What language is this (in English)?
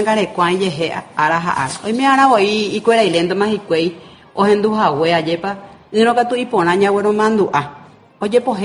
Spanish